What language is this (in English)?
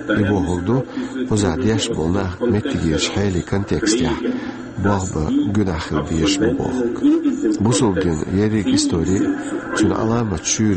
Chechen